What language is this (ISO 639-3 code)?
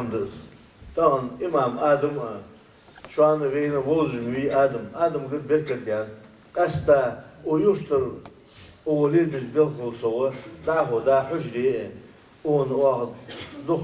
inh